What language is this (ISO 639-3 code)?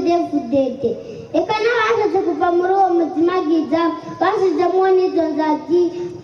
run